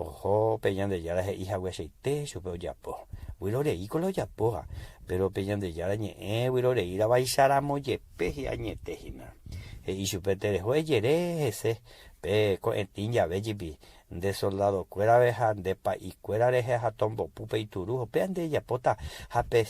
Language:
Guarani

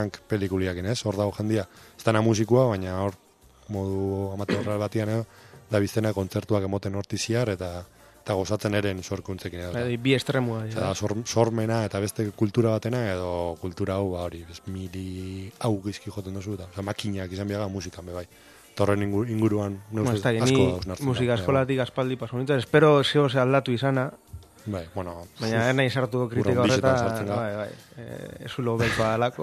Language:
Basque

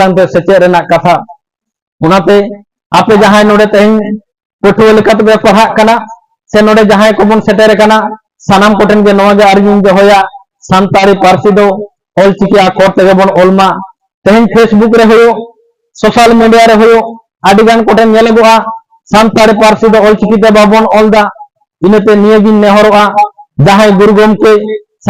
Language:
Santali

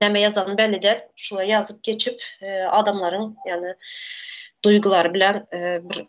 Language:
Turkmen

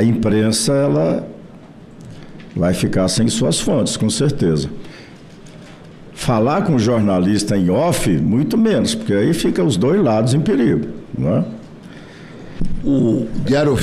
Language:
Portuguese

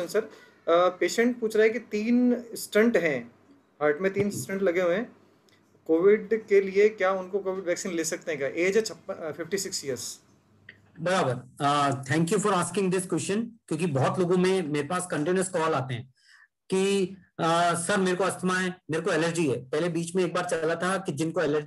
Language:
Hindi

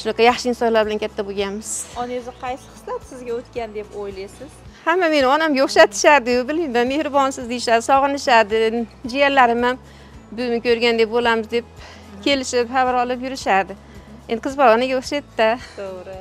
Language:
Uzbek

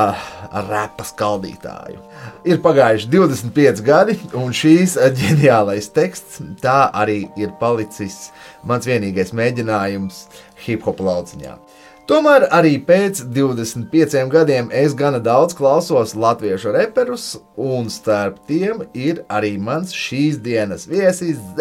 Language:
Latvian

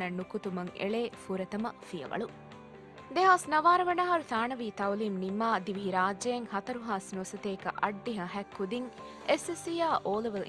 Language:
Divehi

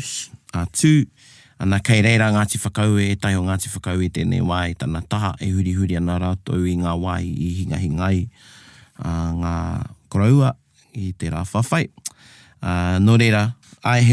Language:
Māori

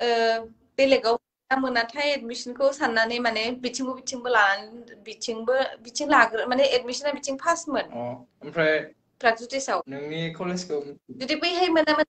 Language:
Bodo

